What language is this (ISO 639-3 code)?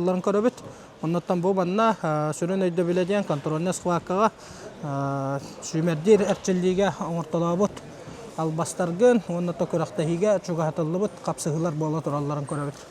sah